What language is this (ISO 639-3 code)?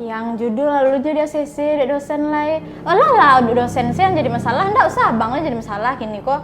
min